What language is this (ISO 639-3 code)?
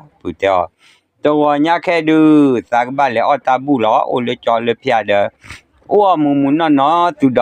ksw